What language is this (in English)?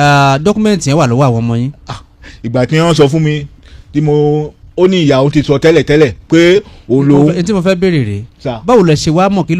Yoruba